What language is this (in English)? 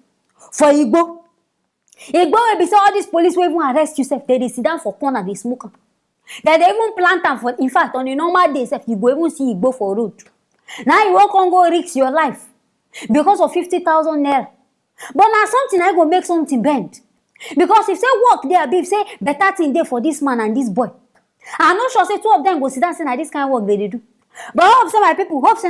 Nigerian Pidgin